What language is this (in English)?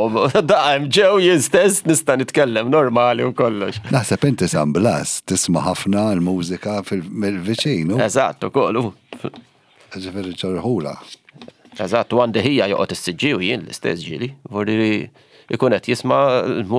Maltese